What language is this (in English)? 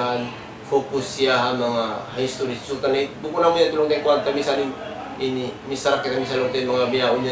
Tausug